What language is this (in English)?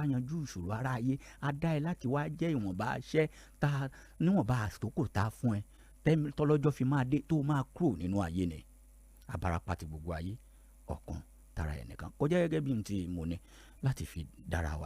Yoruba